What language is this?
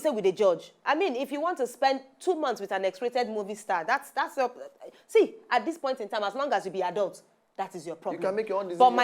Nigerian Pidgin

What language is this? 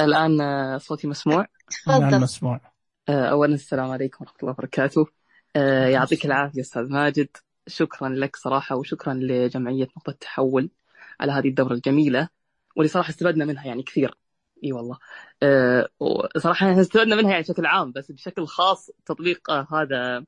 Najdi Arabic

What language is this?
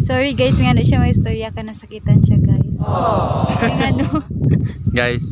Cebuano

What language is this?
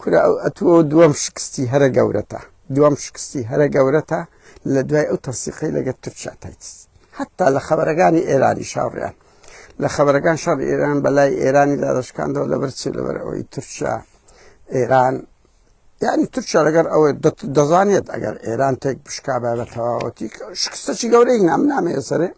Central Kurdish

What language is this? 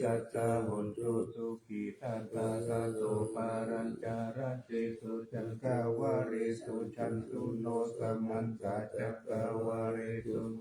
Pali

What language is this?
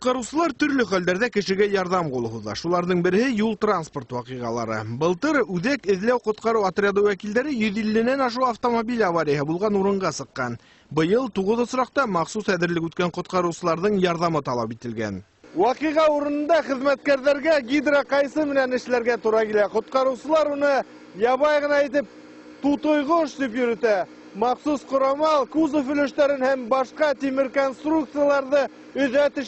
Bashkir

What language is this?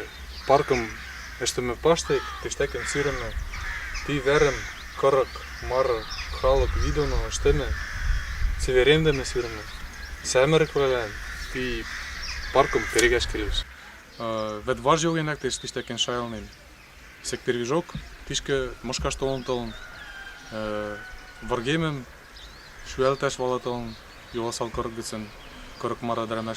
Western Mari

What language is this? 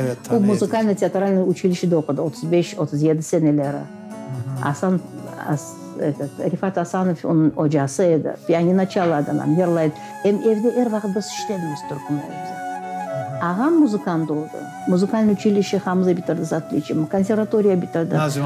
Crimean Tatar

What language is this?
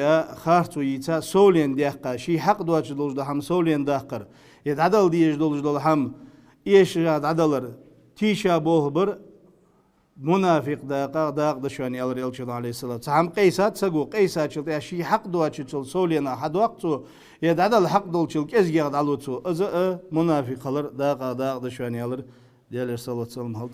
Ingush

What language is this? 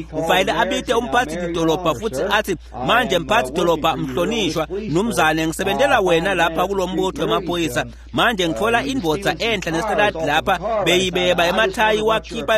Swati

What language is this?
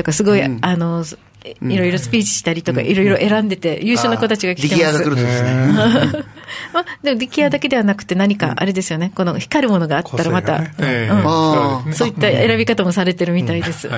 Japanese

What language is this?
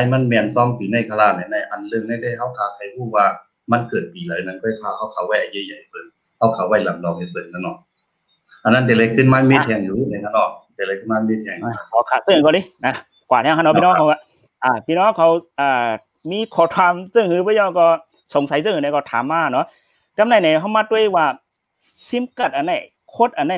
Shan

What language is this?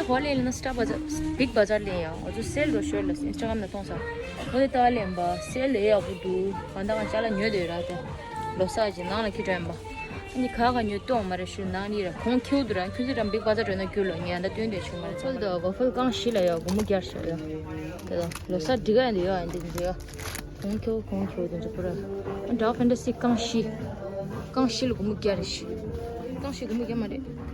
Tibetan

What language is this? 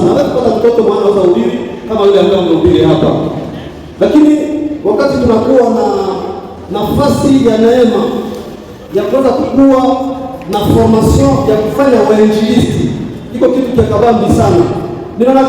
Swahili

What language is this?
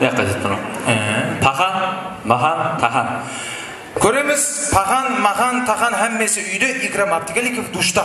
Kara-Kalpak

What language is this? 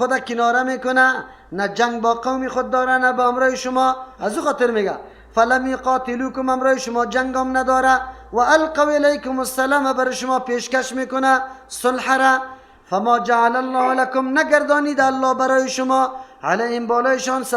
Persian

